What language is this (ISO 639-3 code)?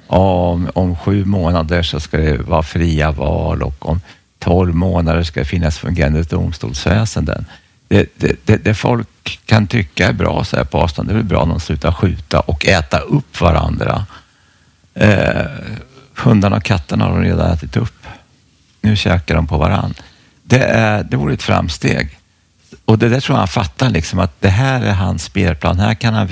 swe